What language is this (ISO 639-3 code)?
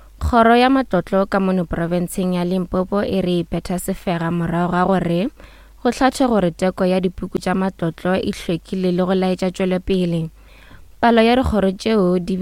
nso